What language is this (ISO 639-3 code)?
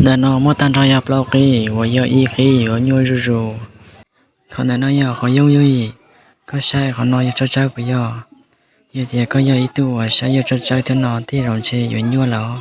hmn